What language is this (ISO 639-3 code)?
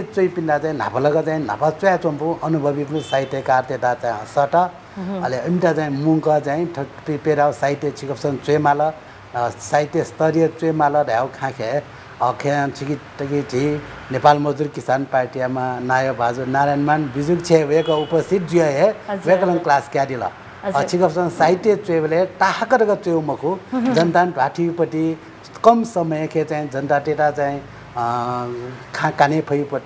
new